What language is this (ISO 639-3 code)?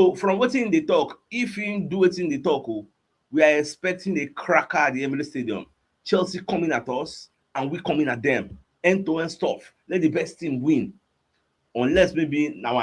pcm